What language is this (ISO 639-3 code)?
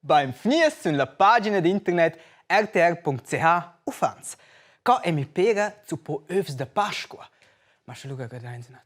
roh